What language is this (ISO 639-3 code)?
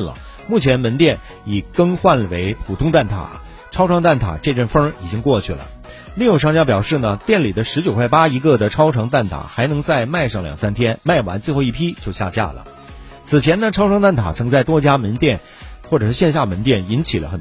zho